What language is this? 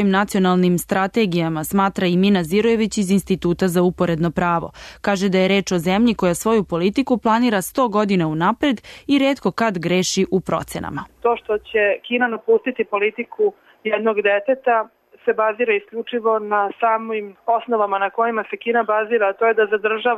Serbian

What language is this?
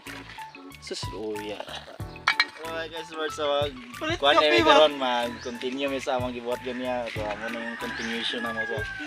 Cebuano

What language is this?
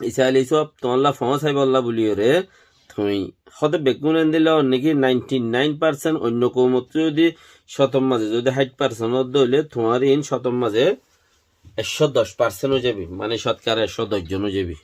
Rohingya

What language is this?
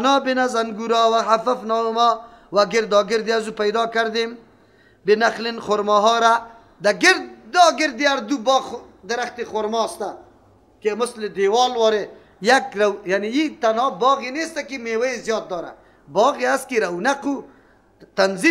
Persian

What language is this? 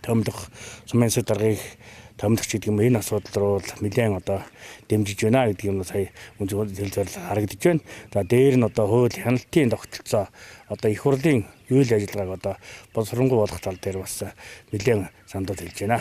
Mongolian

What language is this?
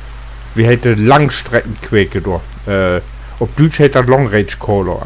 Low German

